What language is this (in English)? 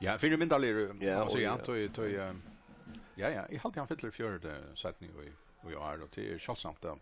Faroese